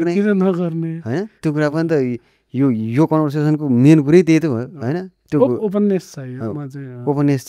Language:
Nepali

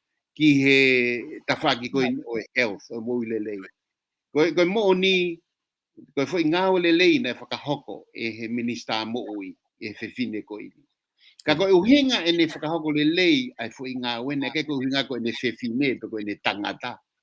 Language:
Tongan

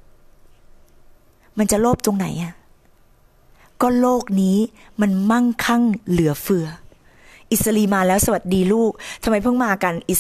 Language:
Thai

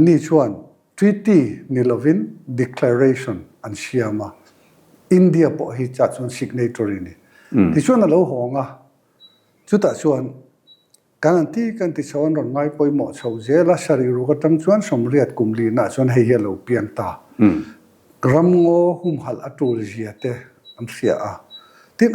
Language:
Mizo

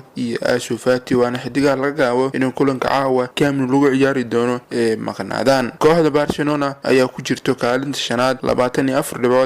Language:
Somali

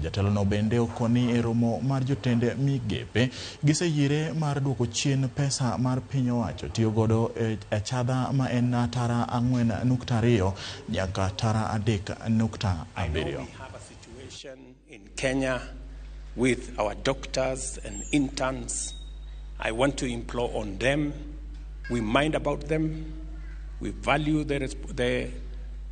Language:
Luo (Kenya and Tanzania)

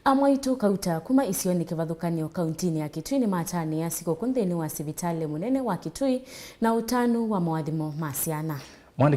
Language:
Kamba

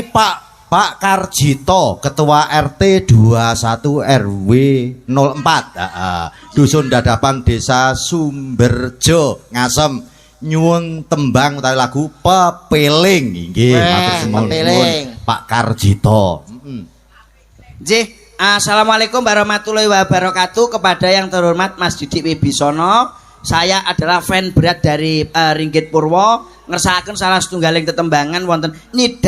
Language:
Javanese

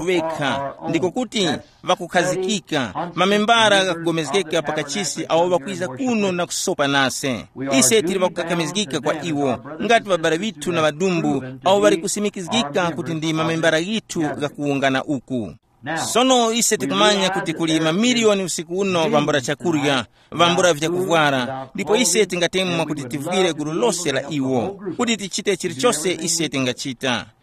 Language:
Tumbuka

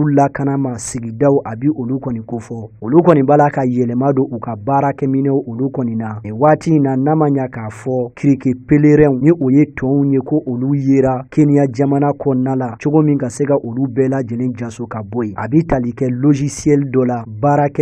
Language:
Bambara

